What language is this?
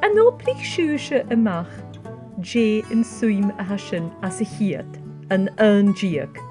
Scottish Gaelic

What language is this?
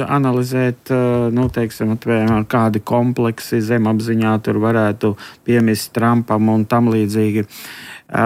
Latvian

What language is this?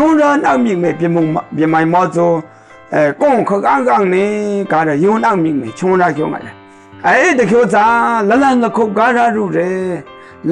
Maru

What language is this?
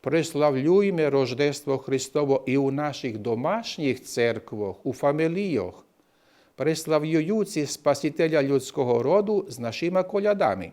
Rusyn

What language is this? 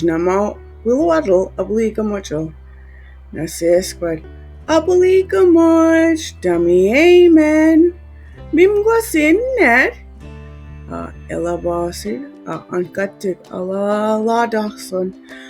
Mi'kmaw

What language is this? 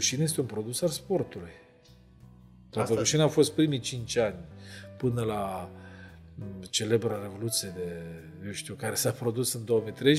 Romanian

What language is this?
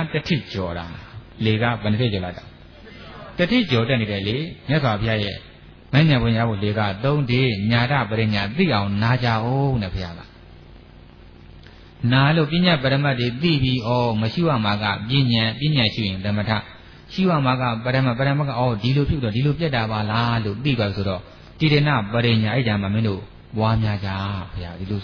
Burmese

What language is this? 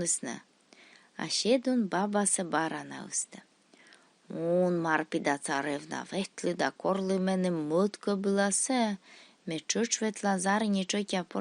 Komi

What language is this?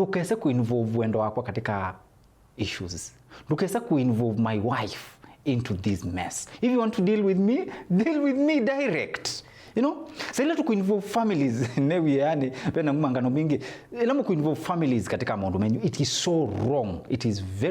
Kamba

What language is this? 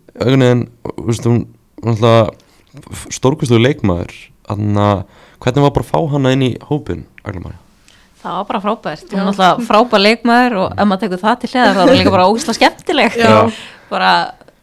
Icelandic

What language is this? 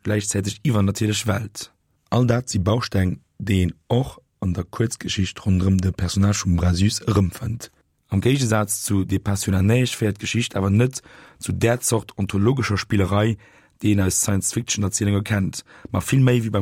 Luxembourgish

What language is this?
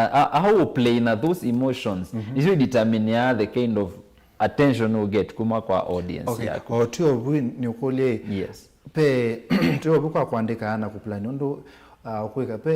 Kamba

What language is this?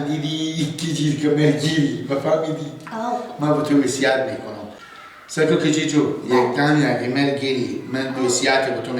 Persian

